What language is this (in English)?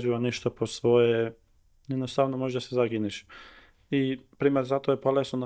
Macedonian